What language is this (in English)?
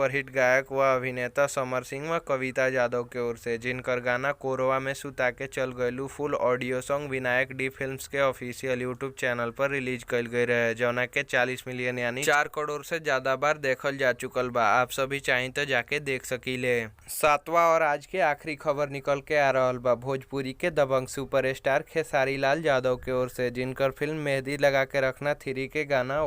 Bhojpuri